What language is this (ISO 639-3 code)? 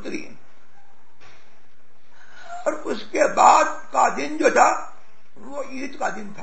urd